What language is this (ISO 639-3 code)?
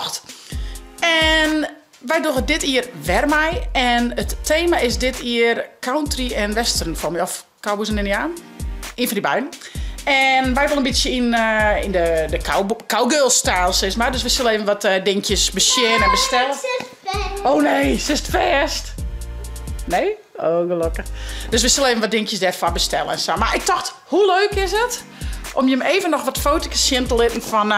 fry